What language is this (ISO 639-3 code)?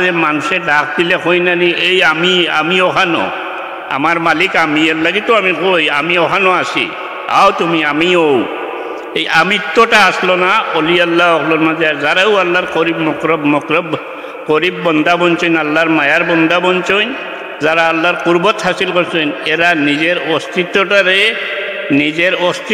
syl